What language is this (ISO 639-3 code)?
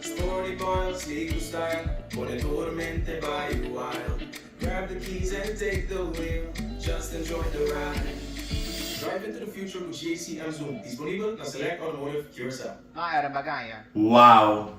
pap